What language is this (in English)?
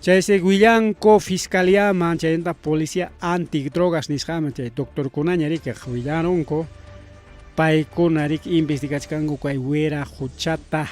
Ayacucho Quechua